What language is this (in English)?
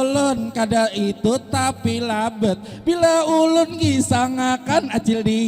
Banjar